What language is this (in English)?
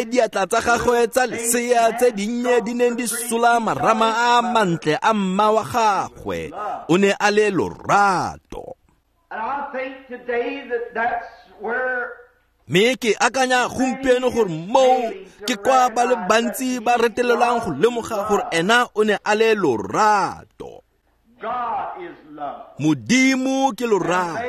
Tswana